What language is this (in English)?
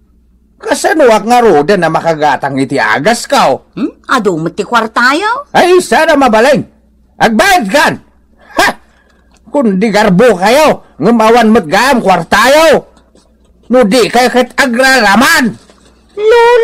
Iloko